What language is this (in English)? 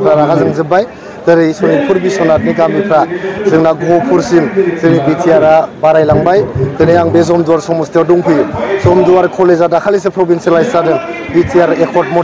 Bodo